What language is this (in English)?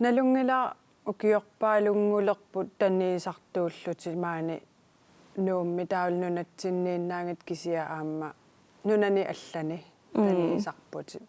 Kalaallisut